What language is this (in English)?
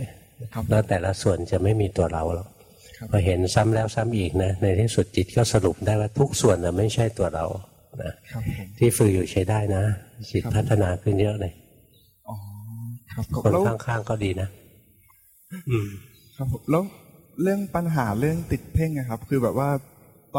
Thai